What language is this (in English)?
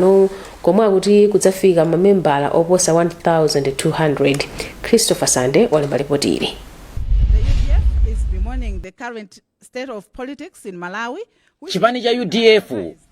Nyanja